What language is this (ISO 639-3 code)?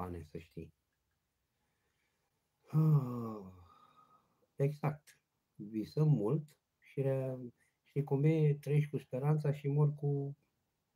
ron